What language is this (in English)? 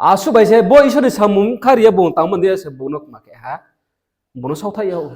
Riang (India)